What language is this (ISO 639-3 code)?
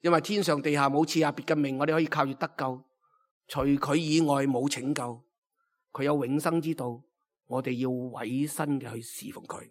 yue